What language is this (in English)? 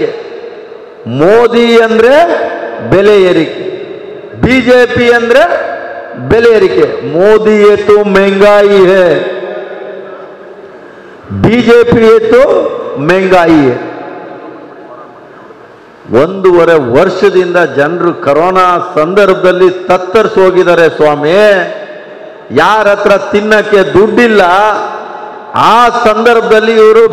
Kannada